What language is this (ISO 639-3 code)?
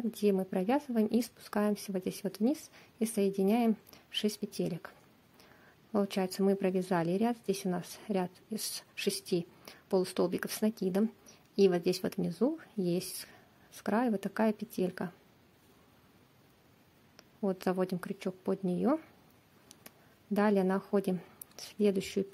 rus